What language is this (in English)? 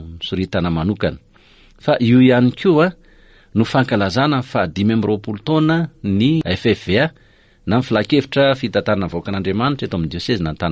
Malagasy